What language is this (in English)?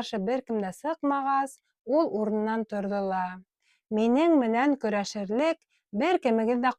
Bashkir